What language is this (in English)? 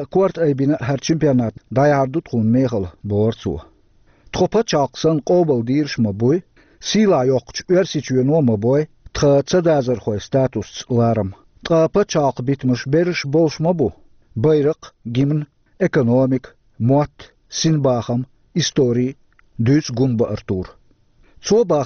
Chechen